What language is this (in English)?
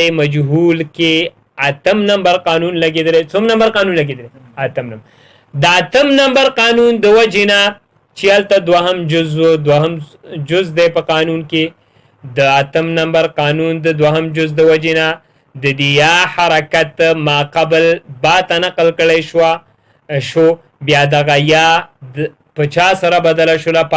Pashto